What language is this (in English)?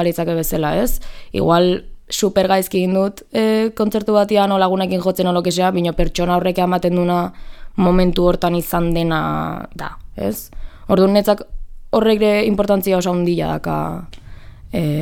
Basque